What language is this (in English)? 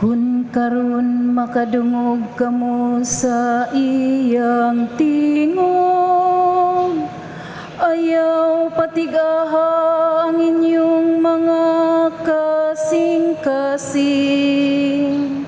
Cebuano